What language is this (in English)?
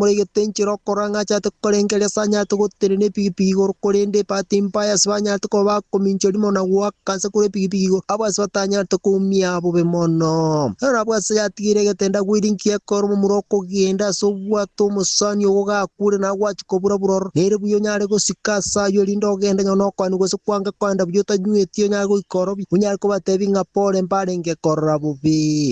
Gusii